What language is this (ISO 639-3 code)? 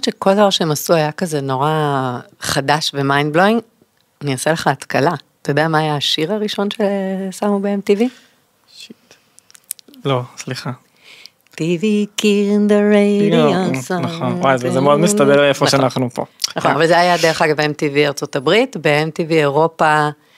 heb